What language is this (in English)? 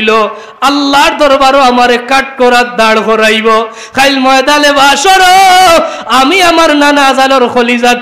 Sylheti